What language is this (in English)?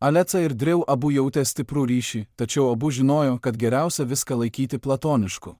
Lithuanian